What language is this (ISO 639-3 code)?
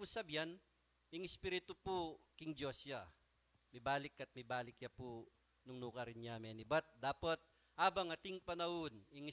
pam